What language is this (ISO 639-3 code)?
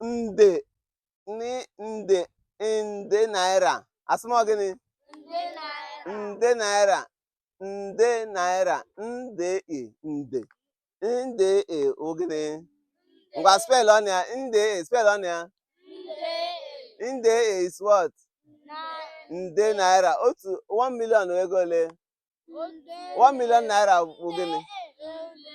ibo